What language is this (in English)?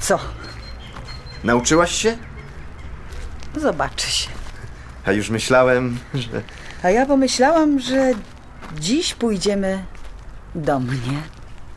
Polish